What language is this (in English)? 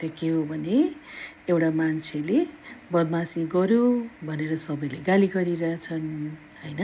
Nepali